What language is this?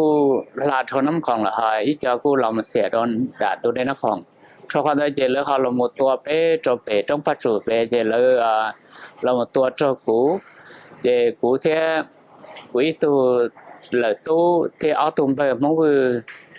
Hmong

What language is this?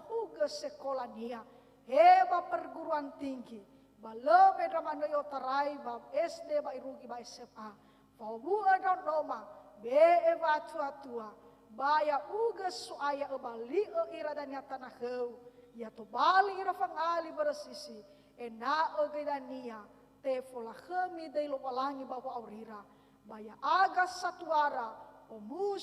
Nias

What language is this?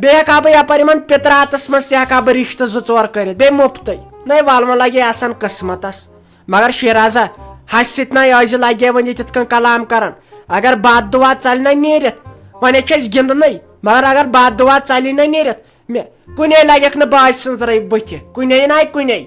Kashmiri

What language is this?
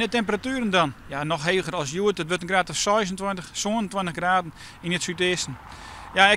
Western Frisian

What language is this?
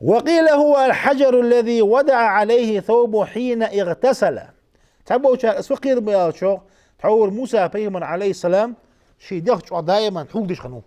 Ingush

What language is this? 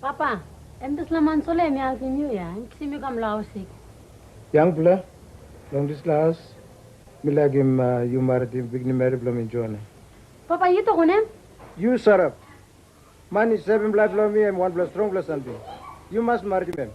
Tok Pisin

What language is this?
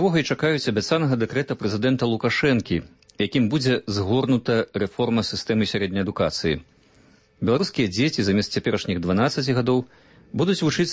Belarusian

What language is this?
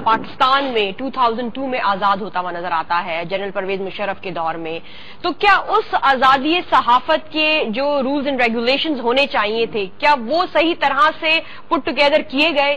Urdu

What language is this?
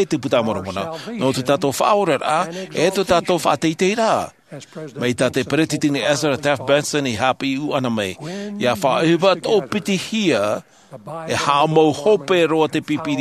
Tahitian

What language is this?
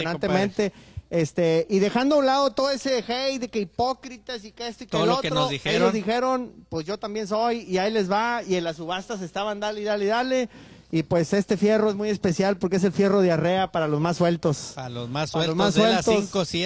Spanish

